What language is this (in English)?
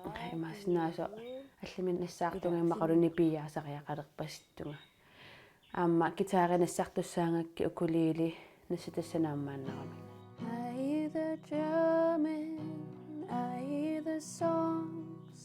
Kalaallisut